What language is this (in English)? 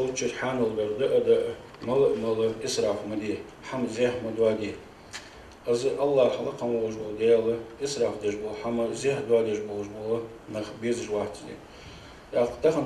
Ingush